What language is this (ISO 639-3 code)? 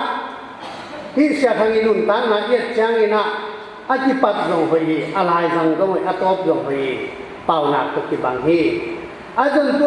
ctd